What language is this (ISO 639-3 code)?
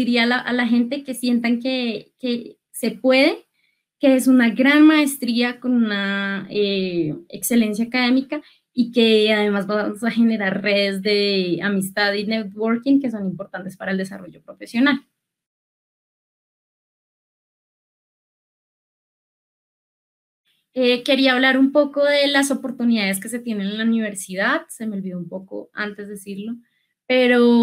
spa